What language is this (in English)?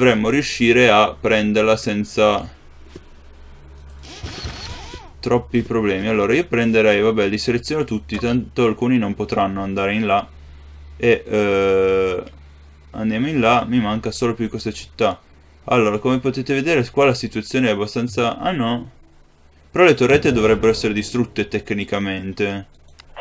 Italian